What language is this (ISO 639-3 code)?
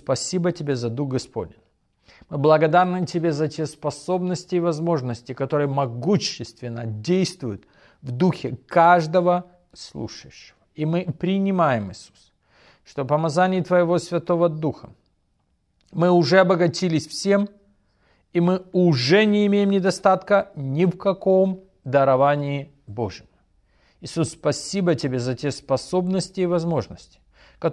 rus